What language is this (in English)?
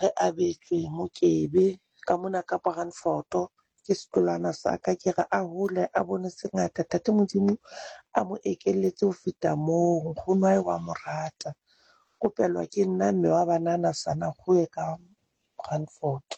Southern Sotho